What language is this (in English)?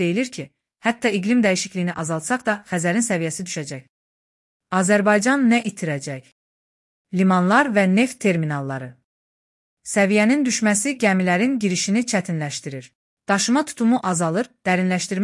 Azerbaijani